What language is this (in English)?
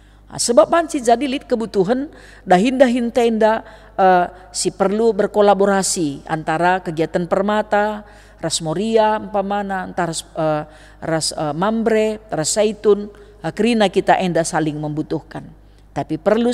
Batak Karo